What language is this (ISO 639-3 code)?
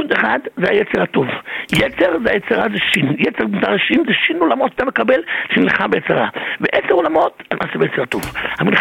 heb